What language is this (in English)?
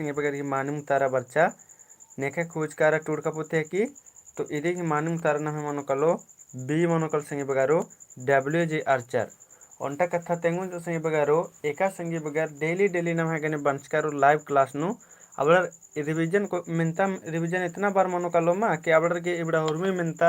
Kurukh